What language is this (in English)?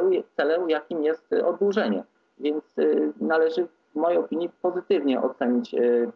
Polish